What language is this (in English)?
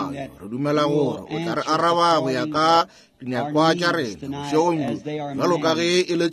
Northern Sotho